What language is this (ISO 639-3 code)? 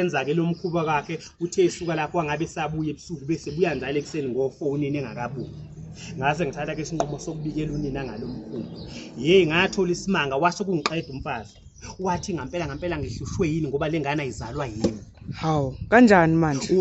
zul